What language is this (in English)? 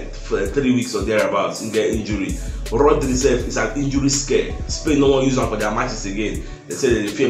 Nigerian Pidgin